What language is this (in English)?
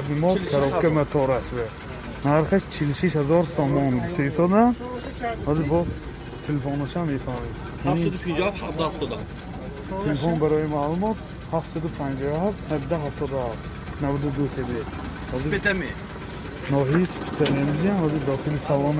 Tajik